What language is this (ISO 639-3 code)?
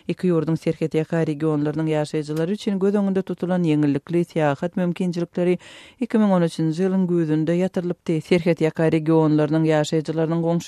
tuk